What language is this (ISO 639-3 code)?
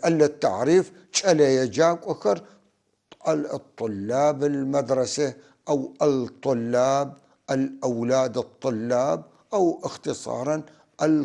apc